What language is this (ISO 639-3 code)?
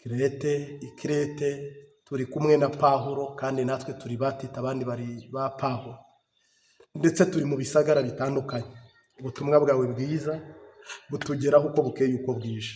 kin